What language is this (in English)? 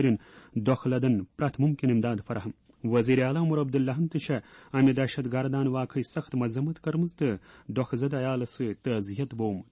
Kashmiri